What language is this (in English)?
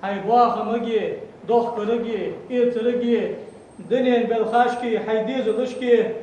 Ingush